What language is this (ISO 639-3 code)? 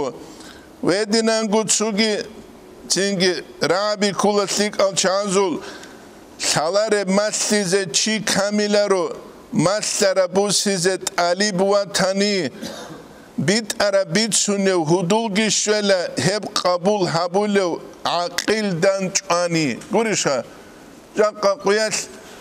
ava